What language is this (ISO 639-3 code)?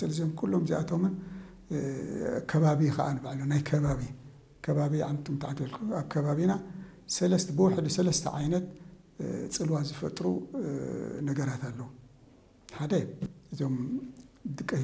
tir